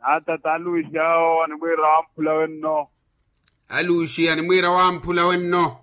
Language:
Makhuwa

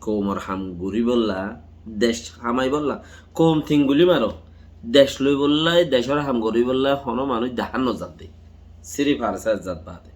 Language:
Rohingya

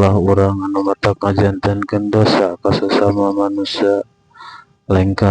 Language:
Sundanese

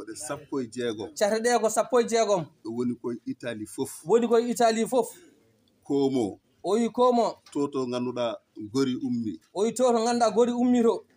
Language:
Fula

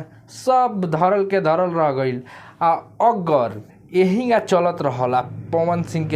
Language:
Bhojpuri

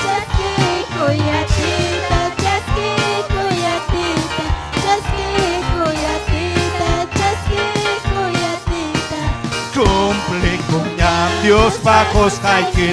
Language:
Ayacucho Quechua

